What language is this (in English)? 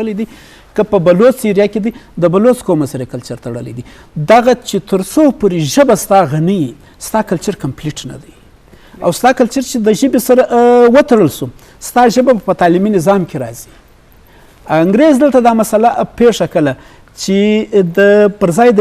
Eastern Balochi